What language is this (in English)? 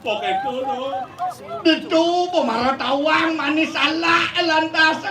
Balinese